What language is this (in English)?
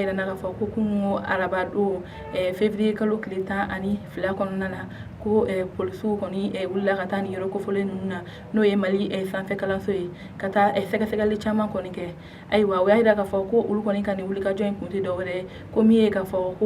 Bambara